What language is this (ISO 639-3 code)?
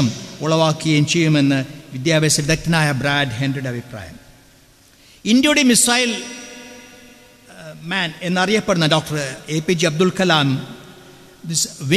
mal